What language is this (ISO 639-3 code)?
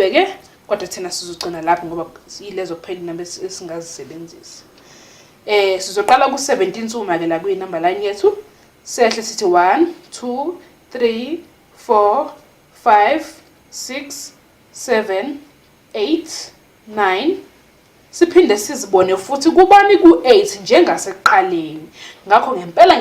zul